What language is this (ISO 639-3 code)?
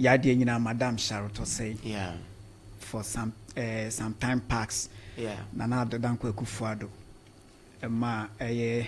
aka